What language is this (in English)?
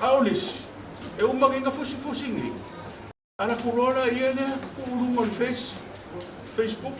Samoan